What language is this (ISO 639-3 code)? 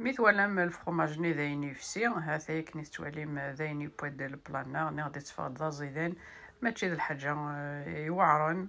kab